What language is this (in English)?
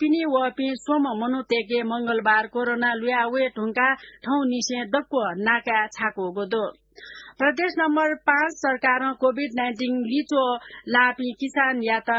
Newari